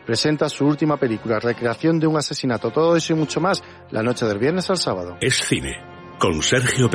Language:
Spanish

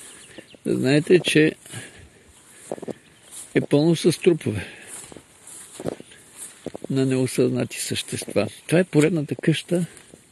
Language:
Bulgarian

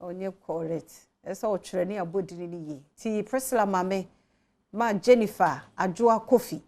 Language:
Akan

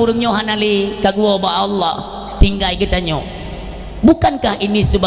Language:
Achinese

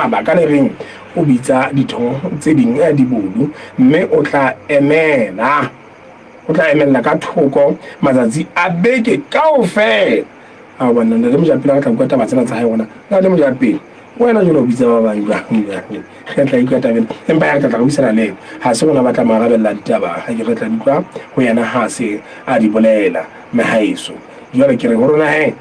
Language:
Southern Sotho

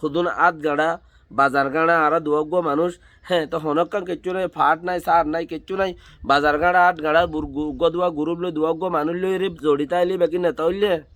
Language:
Rohingya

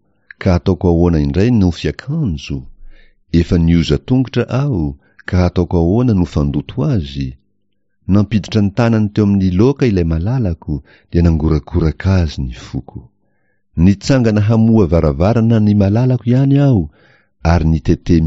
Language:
Malagasy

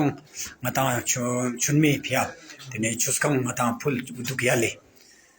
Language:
Ladakhi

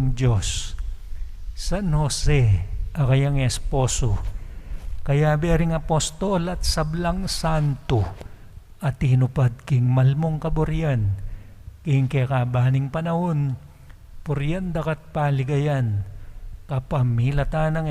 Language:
Pampanga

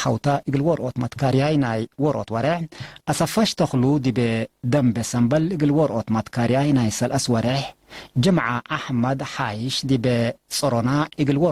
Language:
Tigre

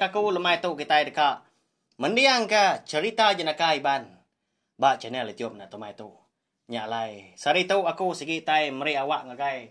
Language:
Iban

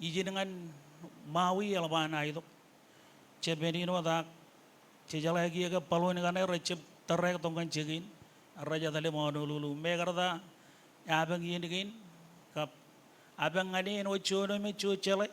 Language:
Marshallese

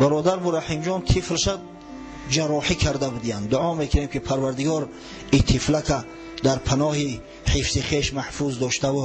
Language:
Tajik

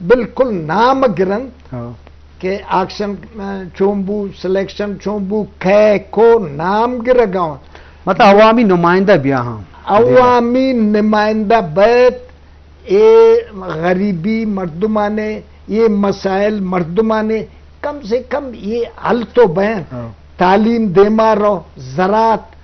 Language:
Eastern Balochi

